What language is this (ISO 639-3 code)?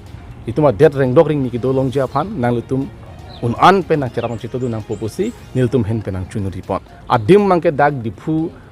mjw